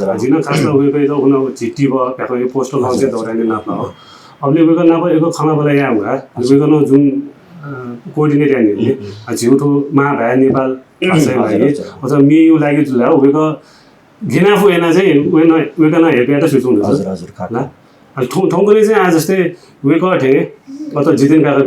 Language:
Newari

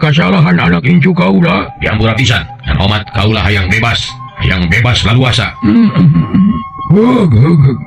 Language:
Sundanese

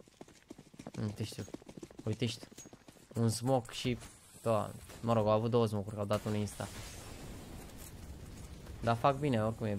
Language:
Romanian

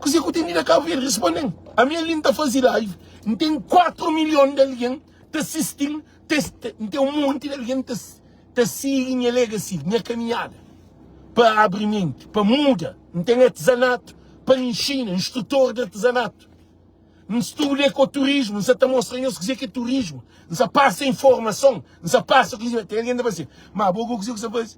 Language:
Kabuverdianu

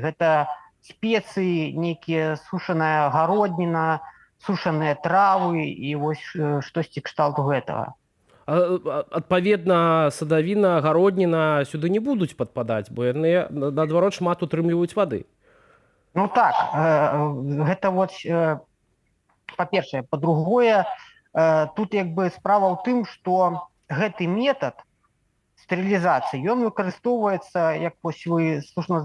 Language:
Belarusian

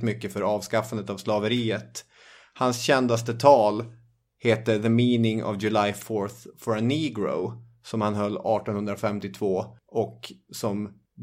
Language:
Swedish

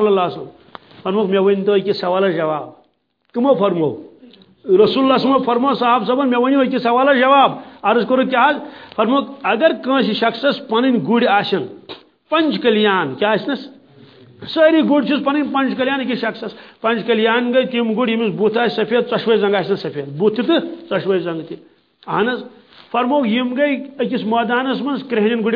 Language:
Kashmiri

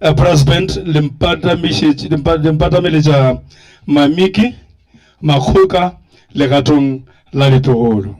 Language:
Northern Sotho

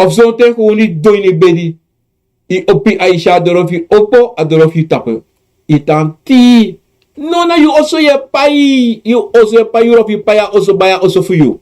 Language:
Sranan Tongo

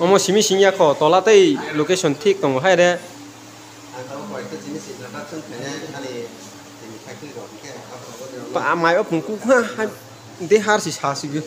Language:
Kok Borok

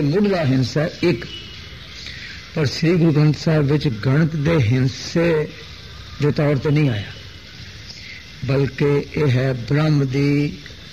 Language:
Punjabi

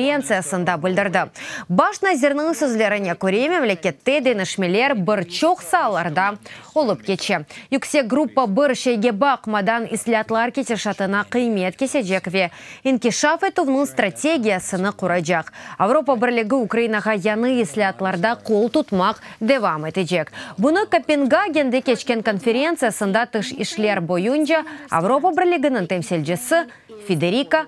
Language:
Crimean Tatar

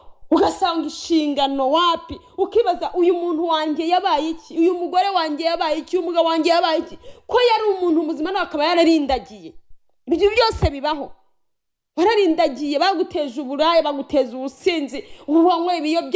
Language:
Kinyarwanda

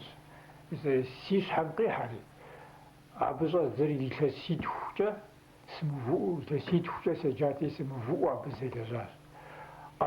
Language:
Kabardian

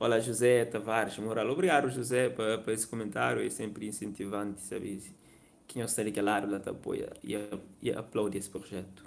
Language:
Kabuverdianu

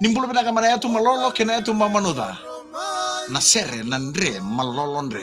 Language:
Fijian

